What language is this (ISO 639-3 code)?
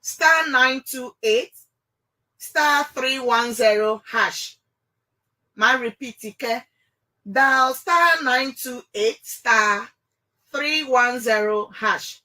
ewe